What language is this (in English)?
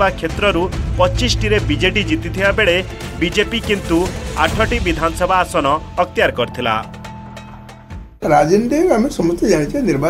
Odia